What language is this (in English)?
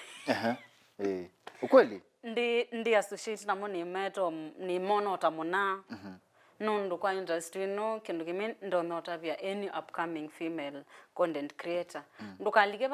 Kamba